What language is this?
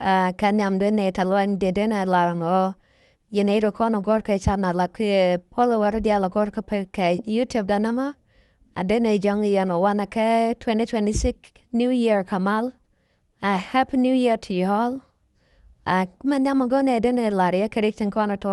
Nuer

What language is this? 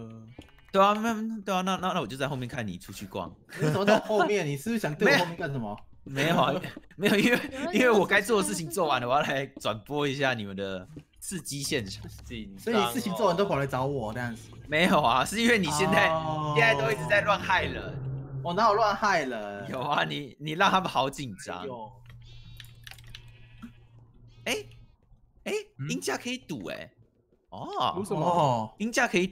Chinese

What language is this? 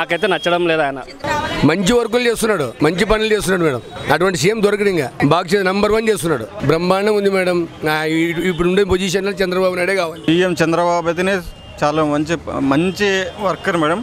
Telugu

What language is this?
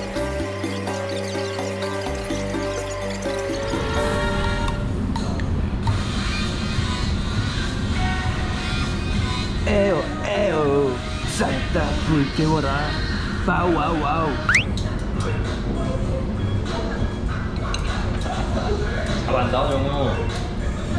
Korean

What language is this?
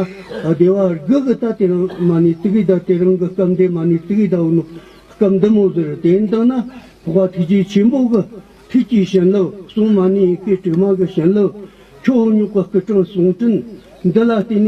Tibetan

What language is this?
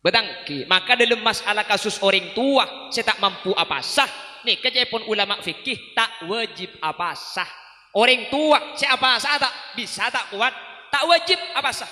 Madurese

